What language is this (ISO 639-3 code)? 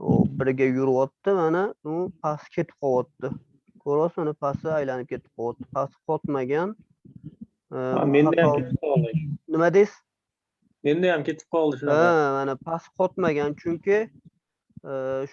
uzb